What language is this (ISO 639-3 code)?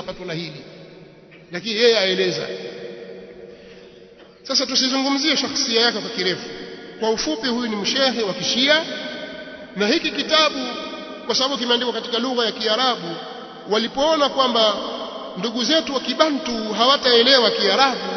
swa